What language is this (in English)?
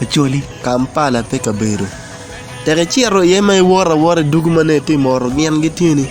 Acoli